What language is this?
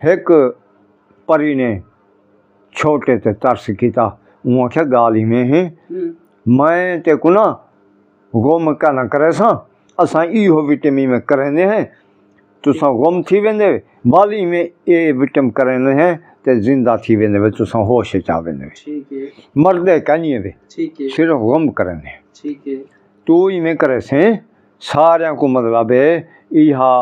Saraiki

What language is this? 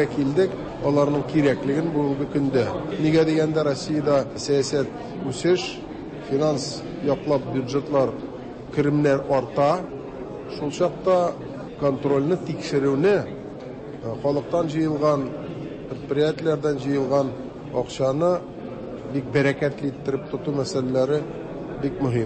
Tatar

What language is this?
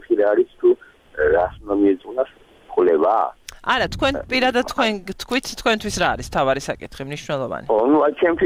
Georgian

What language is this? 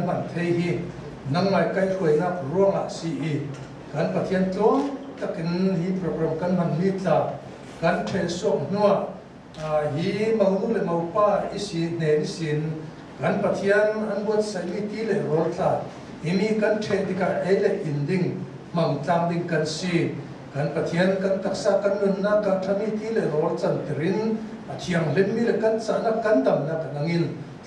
Hakha Chin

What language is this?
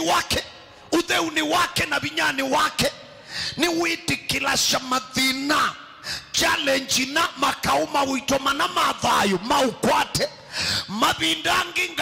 Kamba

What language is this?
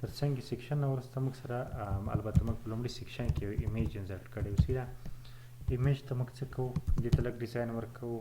Pashto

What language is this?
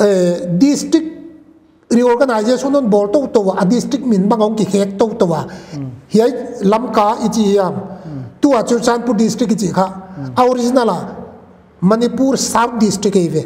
Paite Chin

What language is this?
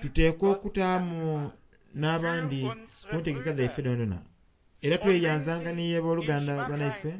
Soga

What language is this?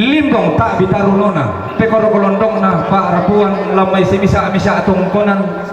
Toraja-Sa'dan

